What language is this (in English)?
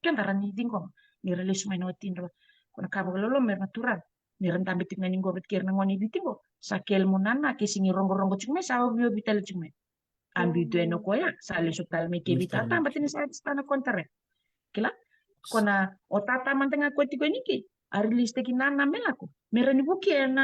Fijian